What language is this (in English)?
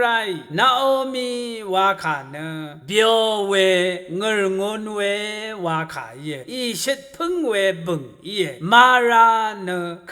Rawang